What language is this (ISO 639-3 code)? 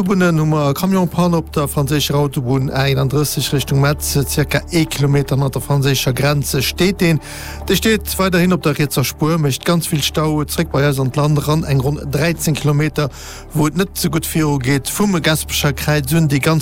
ltz